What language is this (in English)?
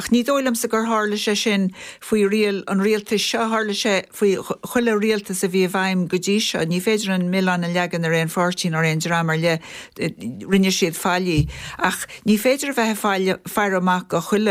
Irish